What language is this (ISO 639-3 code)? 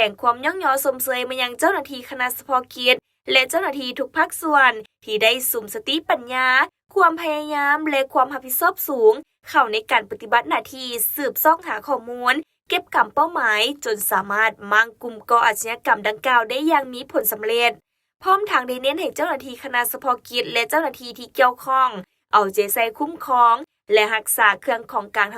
lao